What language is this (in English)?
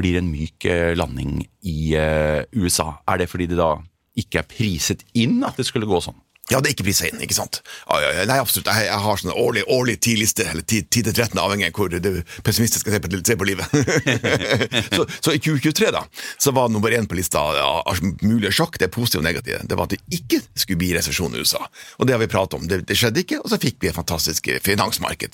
Norwegian